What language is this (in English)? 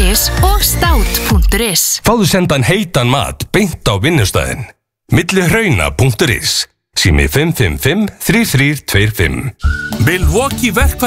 Icelandic